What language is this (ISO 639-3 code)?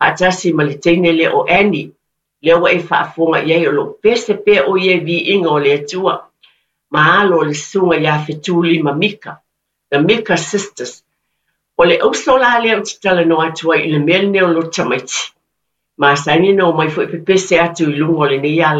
smo